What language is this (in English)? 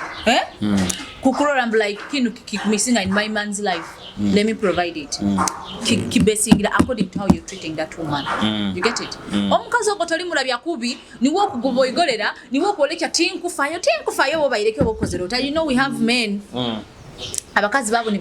Nyoro